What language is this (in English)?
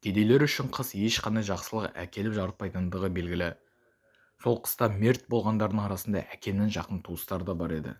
Kazakh